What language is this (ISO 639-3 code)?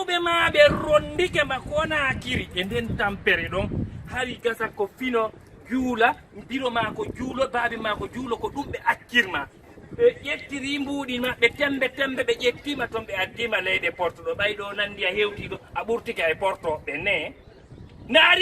ful